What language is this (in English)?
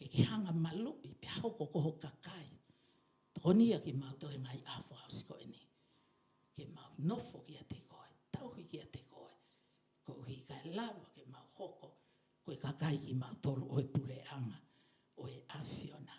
Tongan